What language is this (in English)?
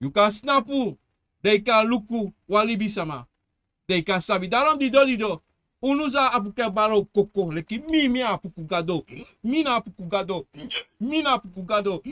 Sranan Tongo